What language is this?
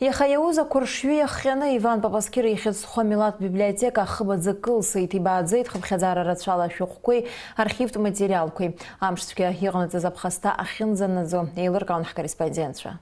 Abkhazian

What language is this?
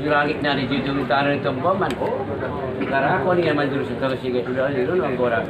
Batak Angkola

